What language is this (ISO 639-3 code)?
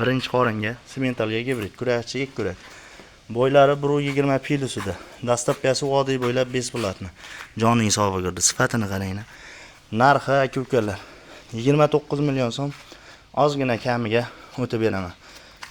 uzb